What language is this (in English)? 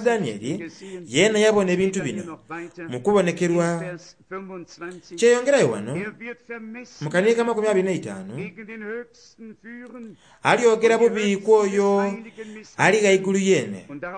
Soga